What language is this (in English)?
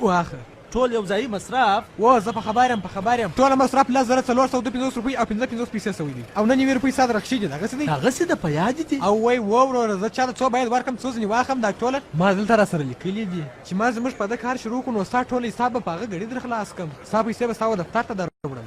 Pashto